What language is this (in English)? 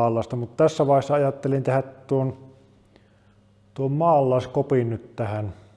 Finnish